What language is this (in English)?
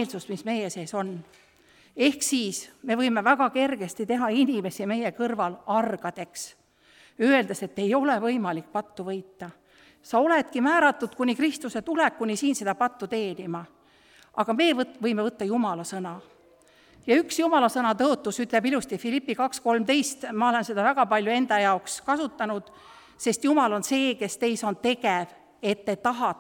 Estonian